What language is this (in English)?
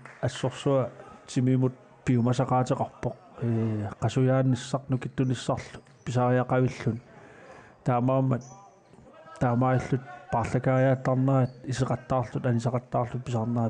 Kalaallisut